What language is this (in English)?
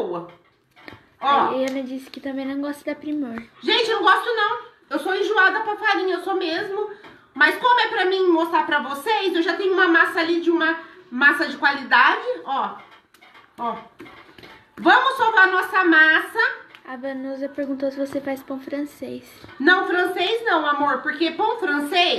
Portuguese